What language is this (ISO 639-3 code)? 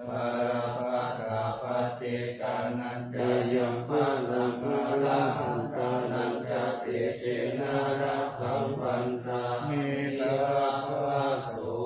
pli